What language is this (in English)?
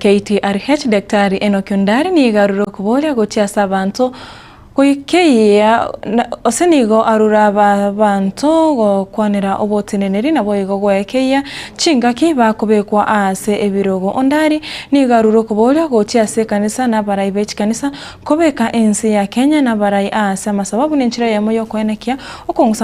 Gusii